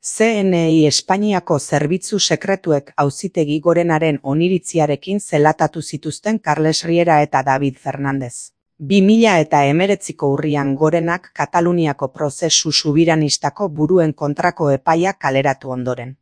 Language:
Basque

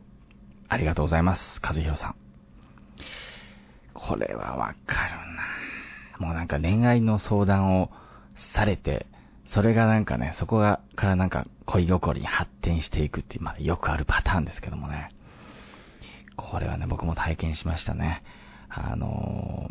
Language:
Japanese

